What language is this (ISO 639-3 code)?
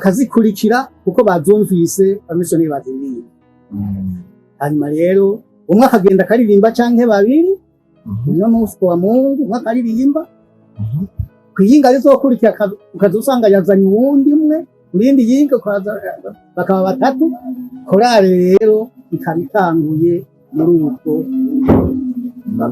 run